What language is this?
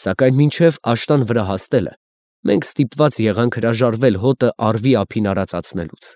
Armenian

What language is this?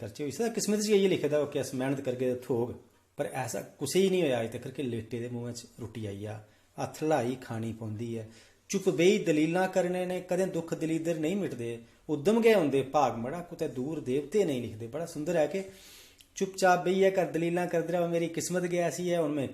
Dogri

